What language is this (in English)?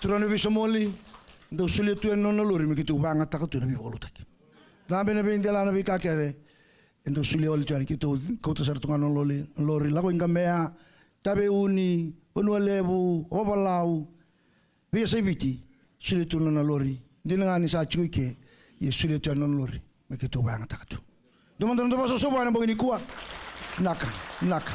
Fijian